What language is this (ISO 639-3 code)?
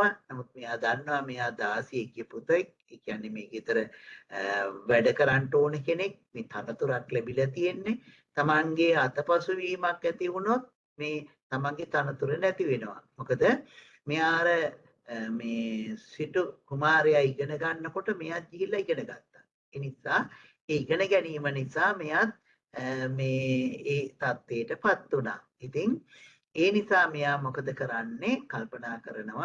sin